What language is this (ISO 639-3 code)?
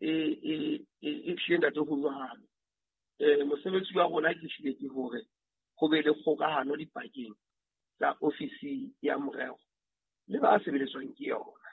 sot